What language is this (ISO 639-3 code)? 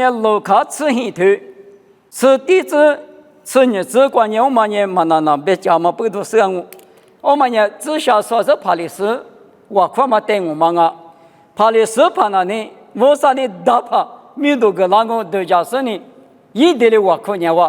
lis